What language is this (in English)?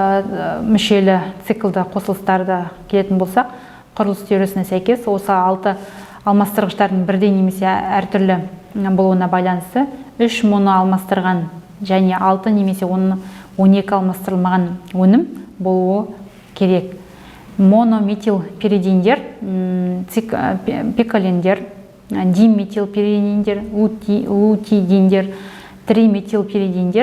Kazakh